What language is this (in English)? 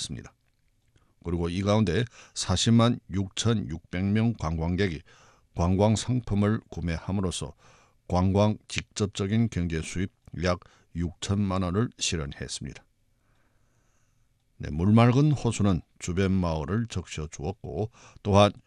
Korean